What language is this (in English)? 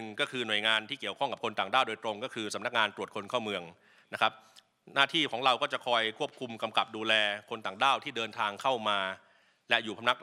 Thai